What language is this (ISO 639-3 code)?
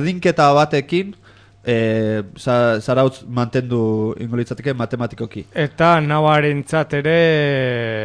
eus